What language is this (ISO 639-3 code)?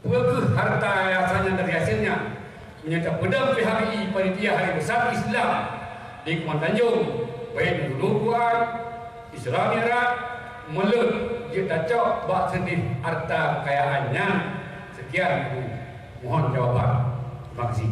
ace